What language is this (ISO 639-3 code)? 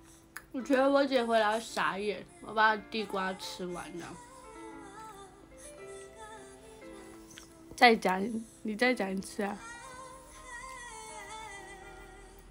zho